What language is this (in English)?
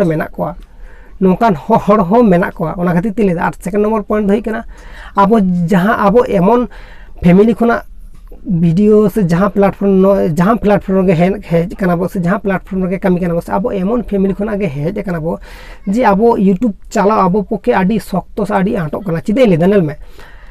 Santali